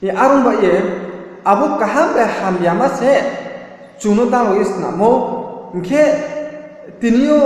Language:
Riang (India)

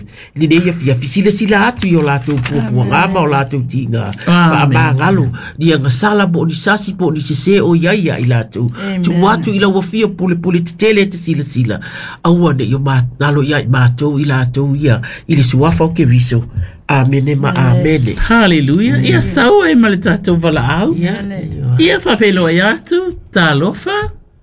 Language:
Samoan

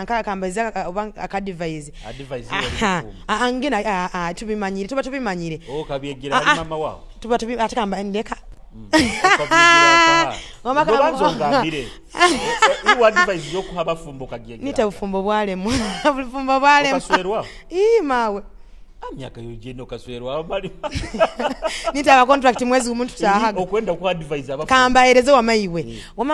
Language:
Nyoro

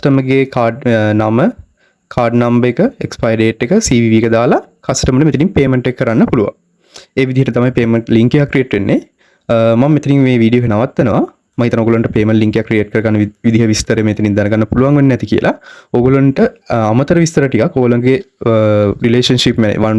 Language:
Sinhala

